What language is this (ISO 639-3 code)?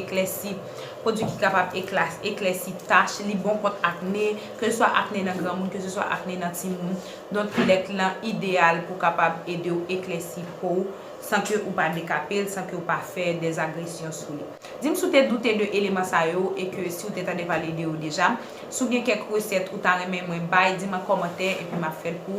hat